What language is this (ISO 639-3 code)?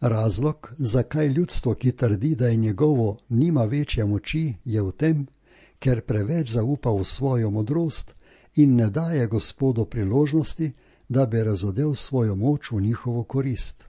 slv